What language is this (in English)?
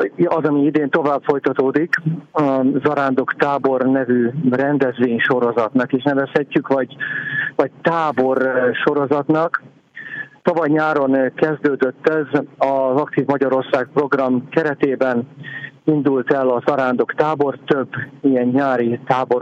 Hungarian